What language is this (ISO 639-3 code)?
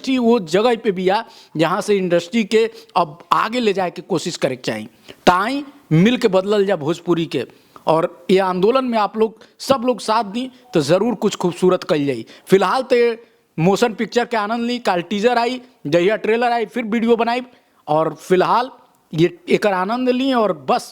bho